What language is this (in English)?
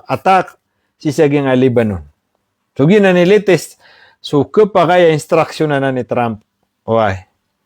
Maranao